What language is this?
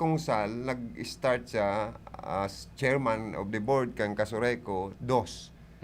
Bikol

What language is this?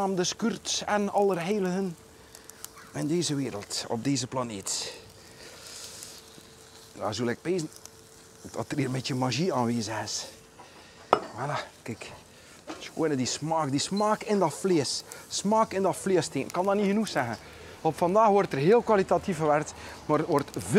Dutch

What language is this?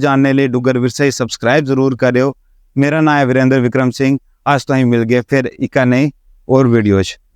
Dogri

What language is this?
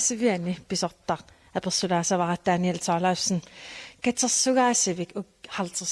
Kalaallisut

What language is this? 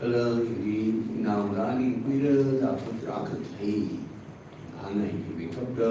Tangkhul Naga (India)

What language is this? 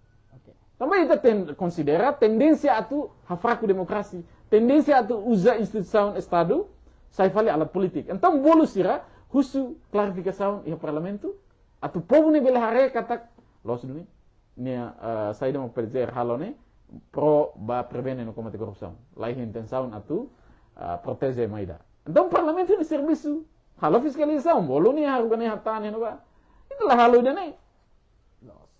Tetum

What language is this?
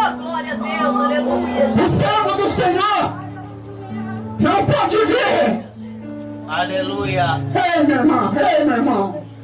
Portuguese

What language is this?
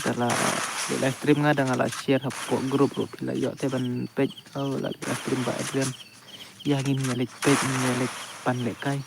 Khasi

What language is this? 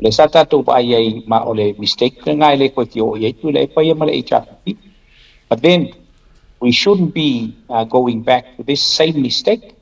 Samoan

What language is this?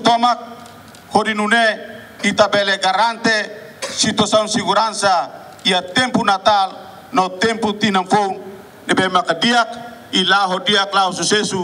Tetum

